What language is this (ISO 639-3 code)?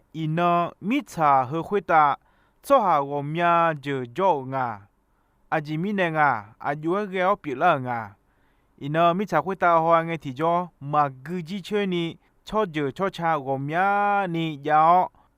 ahk